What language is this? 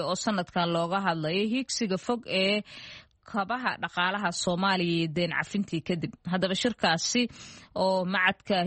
Somali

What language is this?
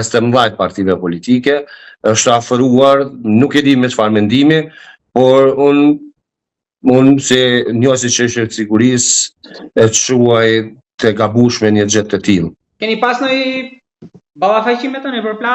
Albanian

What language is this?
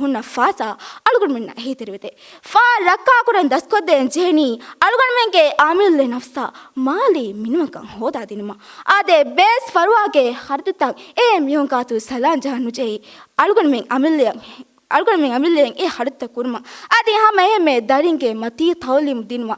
Divehi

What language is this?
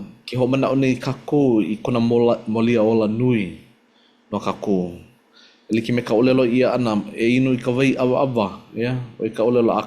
Hawaiian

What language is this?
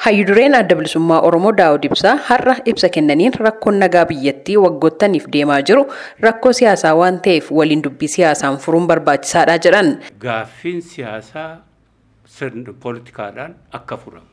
Oromo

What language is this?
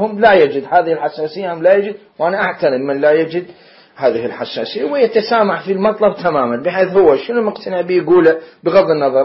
Mesopotamian Arabic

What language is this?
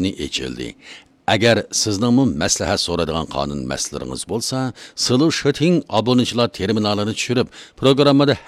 Uyghur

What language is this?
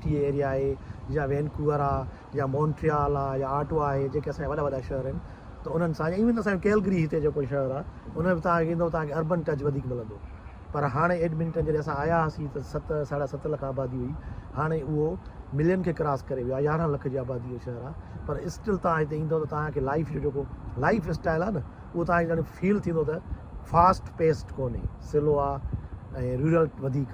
Sindhi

